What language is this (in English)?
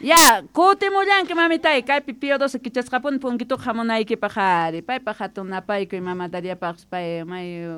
South Bolivian Quechua